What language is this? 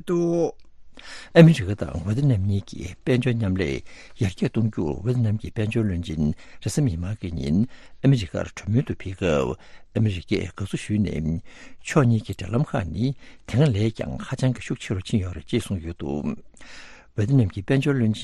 Tibetan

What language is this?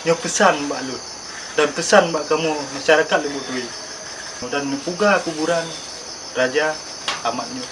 Achinese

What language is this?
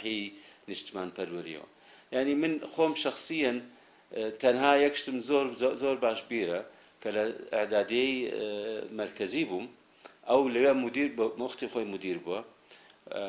Central Kurdish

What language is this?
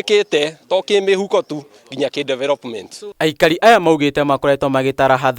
Kikuyu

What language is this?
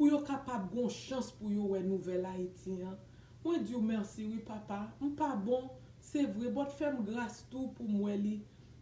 Haitian Creole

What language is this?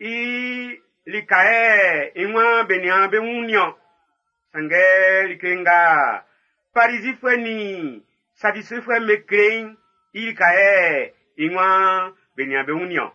Baoulé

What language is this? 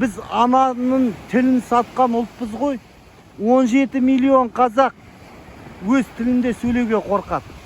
Kazakh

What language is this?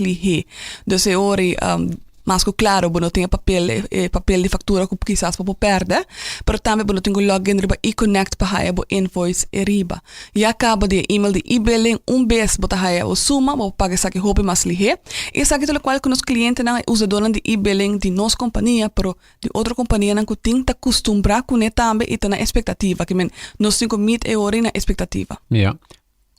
Papiamento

